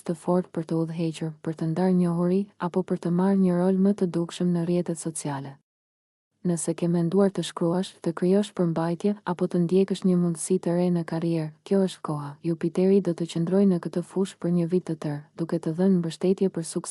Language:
Albanian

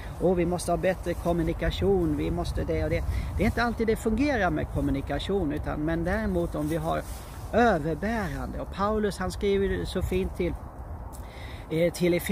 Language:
Swedish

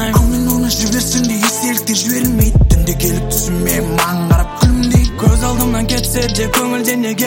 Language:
Kazakh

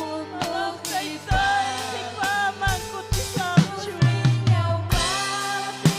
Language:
Ayacucho Quechua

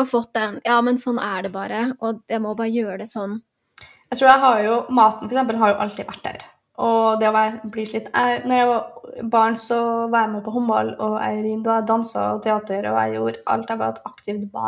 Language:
Norwegian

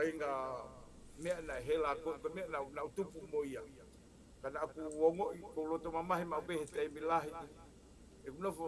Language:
Tongan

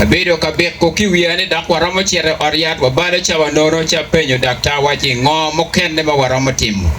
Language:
Acoli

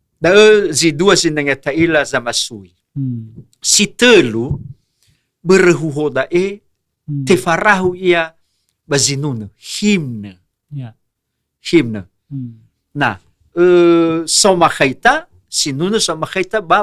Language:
Nias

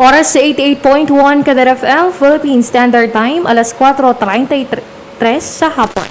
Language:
Hiligaynon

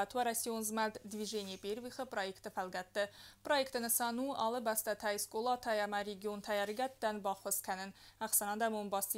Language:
Ossetic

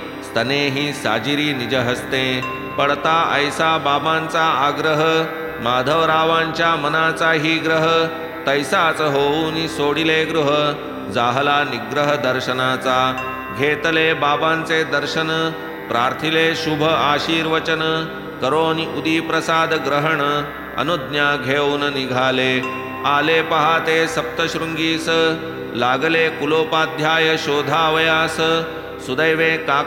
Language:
Marathi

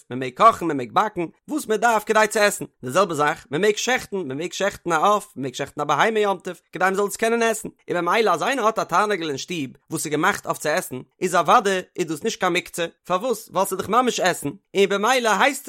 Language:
Yiddish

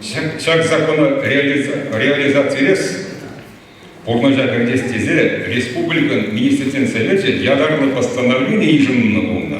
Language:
Chuvash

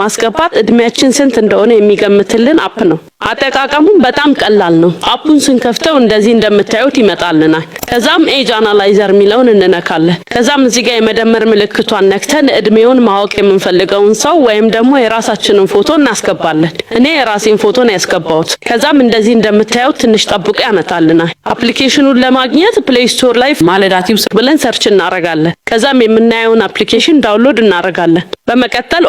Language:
Amharic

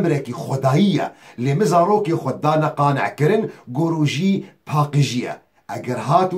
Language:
Kurdish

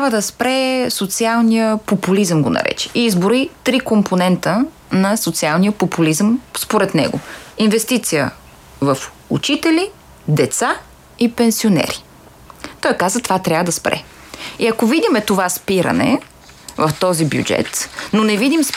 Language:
Bulgarian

